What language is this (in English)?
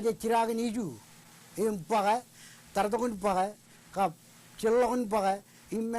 Marshallese